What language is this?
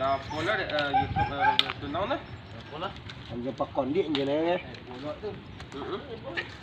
Minangkabau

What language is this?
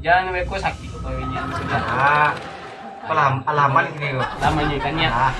Minangkabau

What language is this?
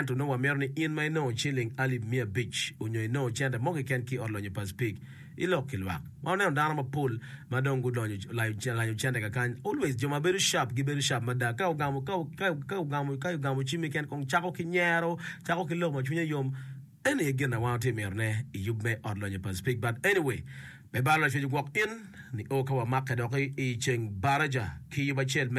Acoli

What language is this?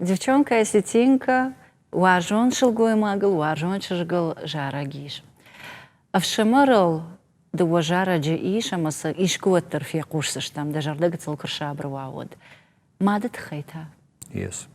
Ossetic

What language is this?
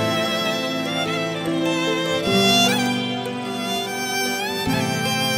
Malayalam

